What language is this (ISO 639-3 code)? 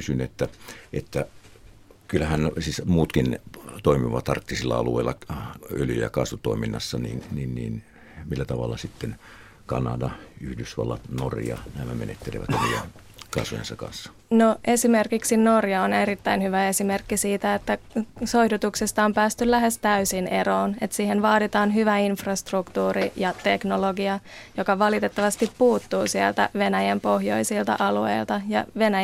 fin